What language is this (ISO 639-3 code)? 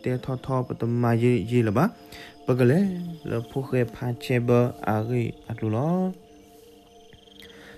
ksw